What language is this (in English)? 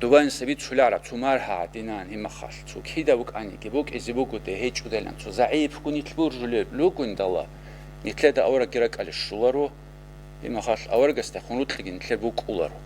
Avaric